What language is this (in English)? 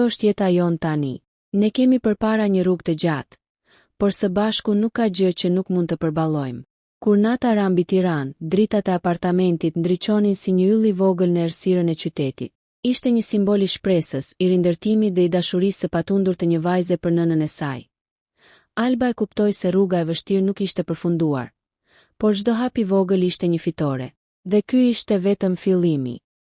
Albanian